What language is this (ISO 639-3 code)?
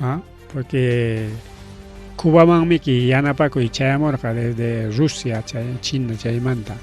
quy